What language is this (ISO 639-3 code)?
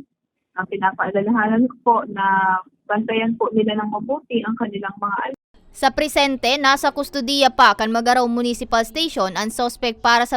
bik